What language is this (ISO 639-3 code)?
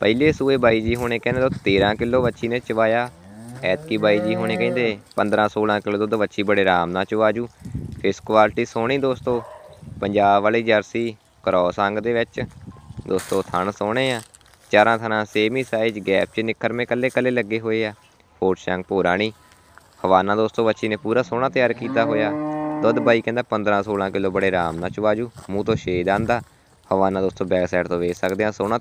pan